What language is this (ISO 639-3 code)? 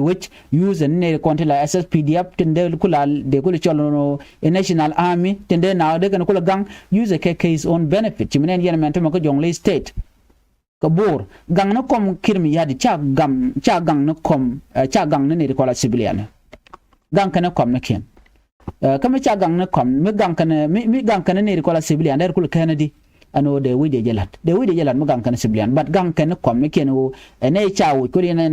nus